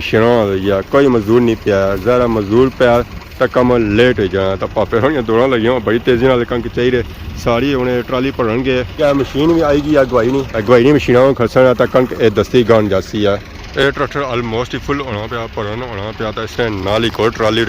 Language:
Pahari-Potwari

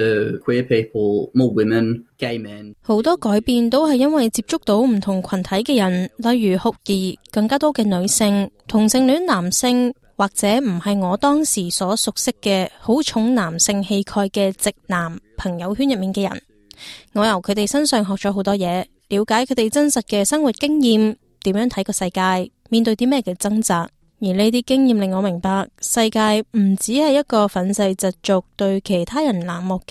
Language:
Cantonese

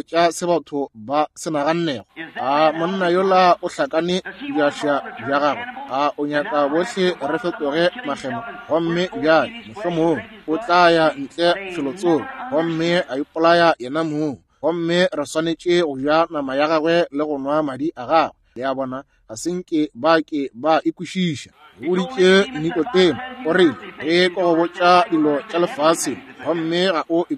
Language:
Northern Sotho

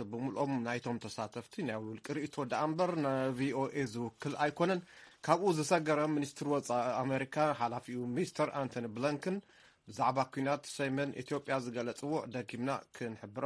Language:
Tigrinya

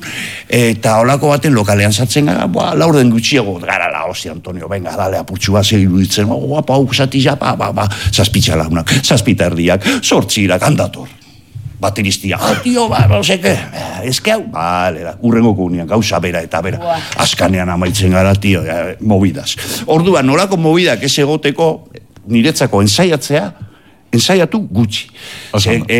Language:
Basque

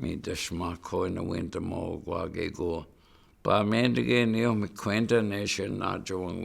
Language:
Chippewa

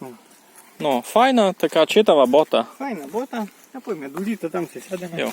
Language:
Rusyn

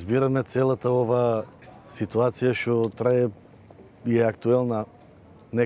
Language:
Macedonian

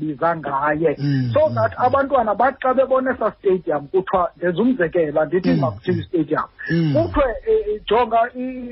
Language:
Xhosa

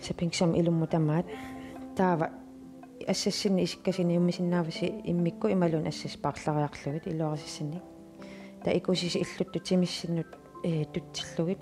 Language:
Kalaallisut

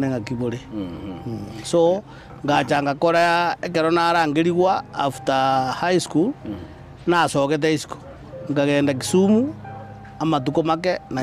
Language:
Gusii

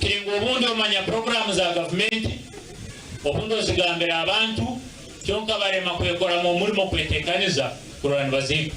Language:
Nyankole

